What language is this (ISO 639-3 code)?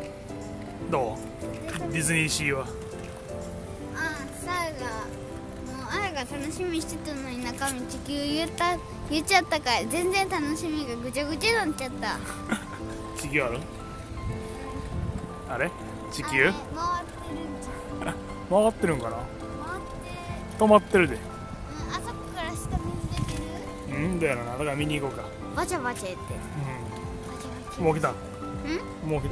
jpn